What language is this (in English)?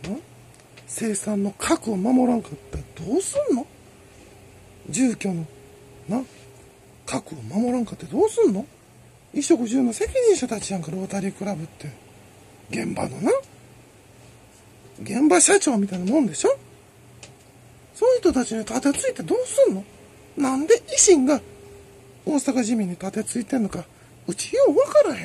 Japanese